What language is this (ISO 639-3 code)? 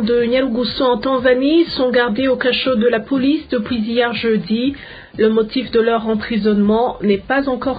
fra